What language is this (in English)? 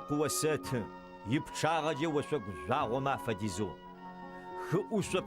Adyghe